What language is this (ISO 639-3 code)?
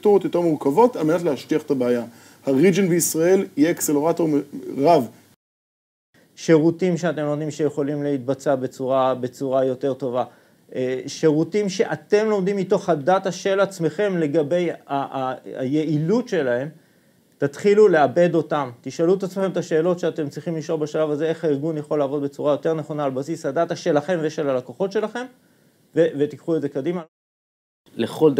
heb